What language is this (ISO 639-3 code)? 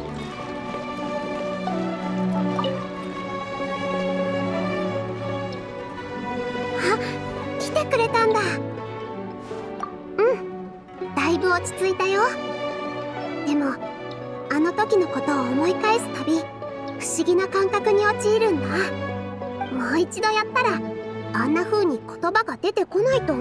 jpn